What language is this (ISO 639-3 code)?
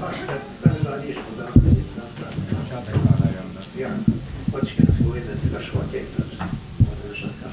moh